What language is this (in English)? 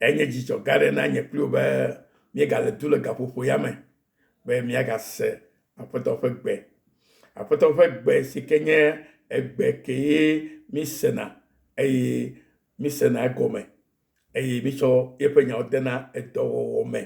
Ewe